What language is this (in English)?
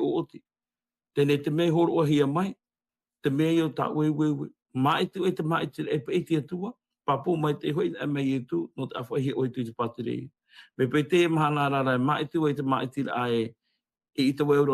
Tahitian